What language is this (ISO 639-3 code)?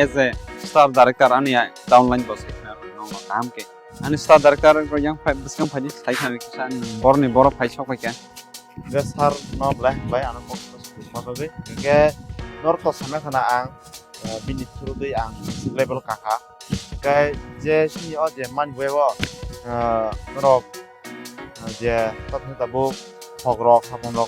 trp